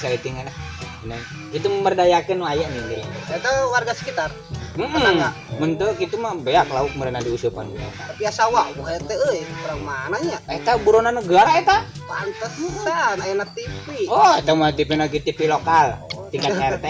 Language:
Sundanese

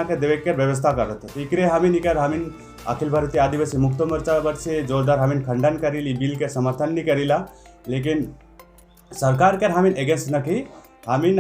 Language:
Sadri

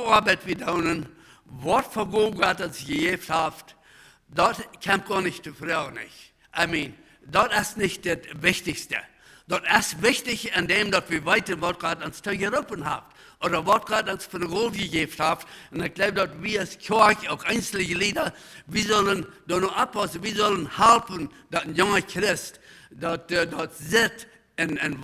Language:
Plautdietsch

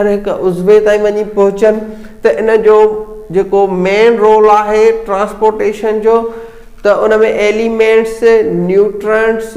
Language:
Sindhi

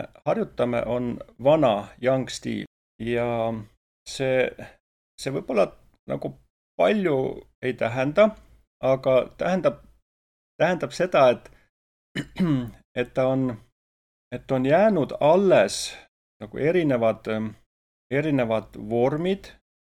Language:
Estonian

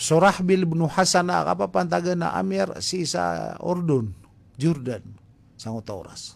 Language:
Maranao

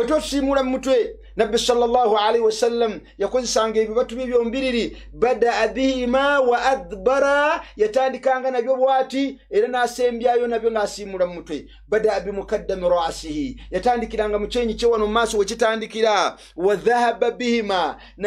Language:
Ganda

